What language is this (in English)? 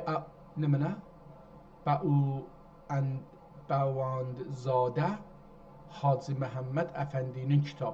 South Azerbaijani